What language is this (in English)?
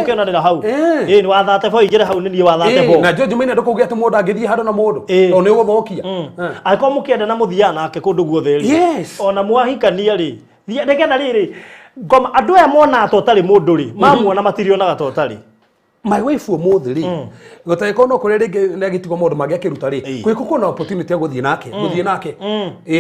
Kikuyu